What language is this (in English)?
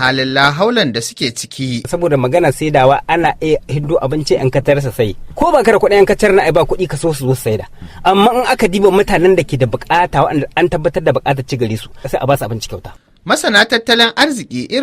Hausa